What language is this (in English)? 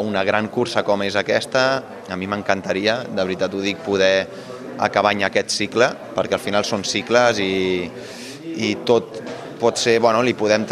Catalan